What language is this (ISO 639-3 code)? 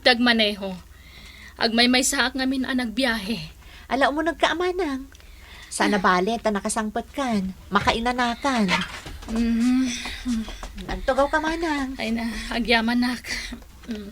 ilo